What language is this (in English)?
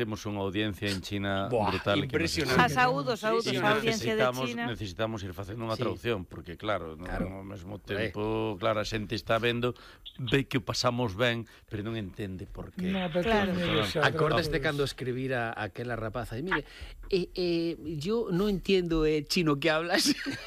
Galician